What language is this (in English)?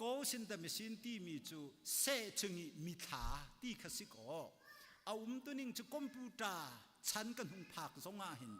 Hakha Chin